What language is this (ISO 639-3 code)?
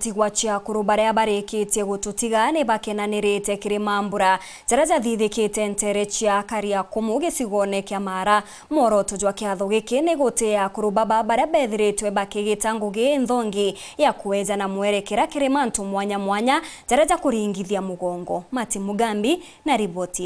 mer